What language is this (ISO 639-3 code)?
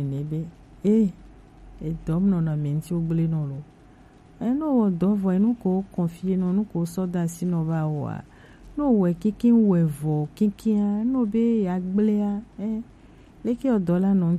gej